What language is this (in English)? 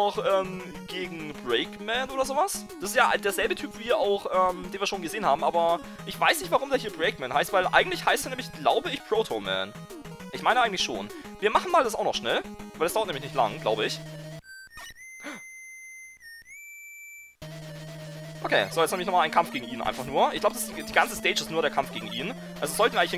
German